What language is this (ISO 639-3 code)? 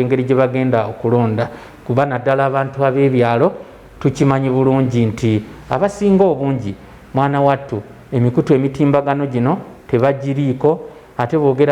lug